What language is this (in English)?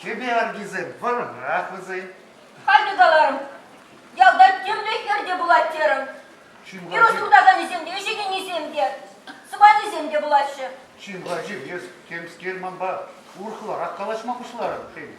Chuvash